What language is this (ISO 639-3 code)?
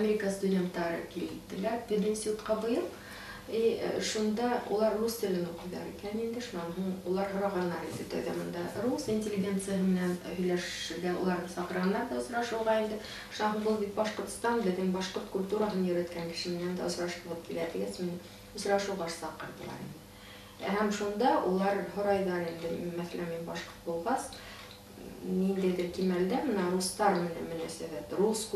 bak